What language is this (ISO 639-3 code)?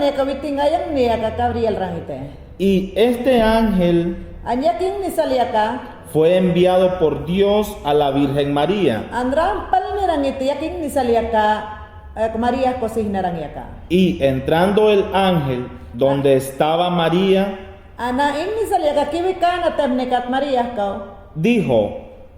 yan